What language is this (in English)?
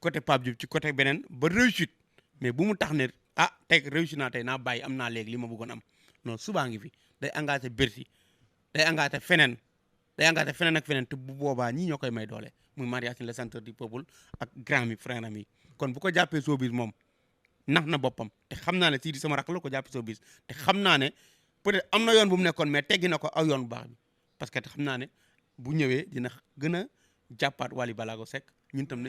Wolof